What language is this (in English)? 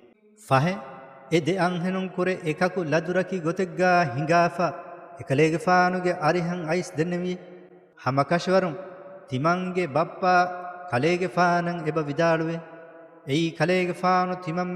Divehi